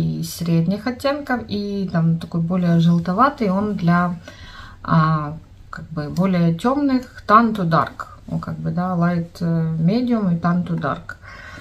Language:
Russian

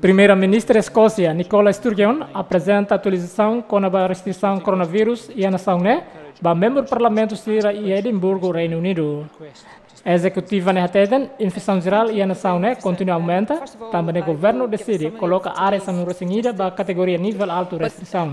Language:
Tetum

